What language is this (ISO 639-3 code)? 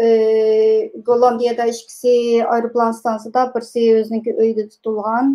uig